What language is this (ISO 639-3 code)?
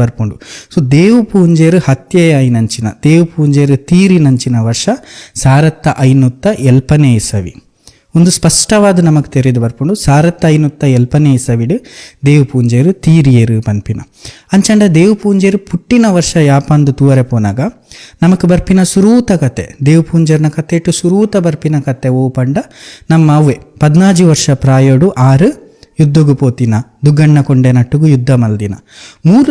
tcy